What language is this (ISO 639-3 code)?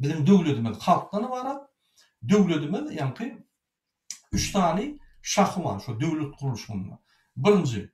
tuk